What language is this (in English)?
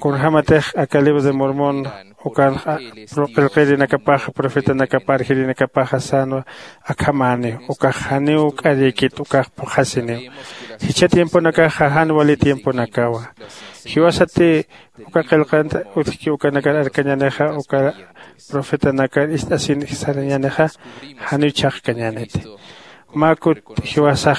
Aymara